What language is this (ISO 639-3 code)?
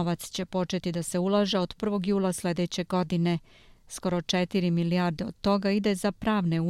srp